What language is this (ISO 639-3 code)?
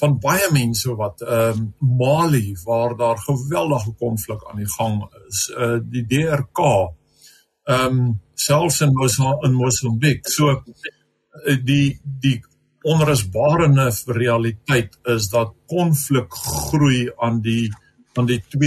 afr